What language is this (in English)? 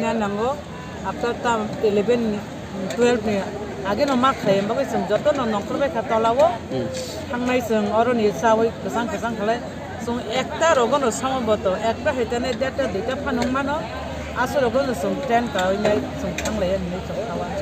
Kok Borok